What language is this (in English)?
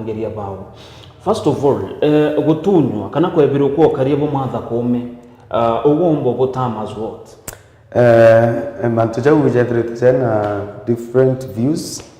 Meru